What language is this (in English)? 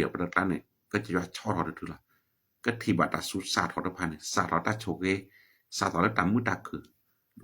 S'gaw Karen